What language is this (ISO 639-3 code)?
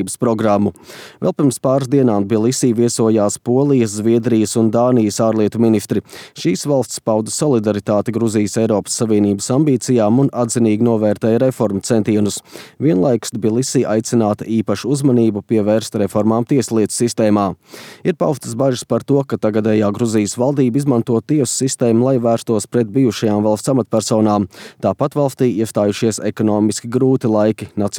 lav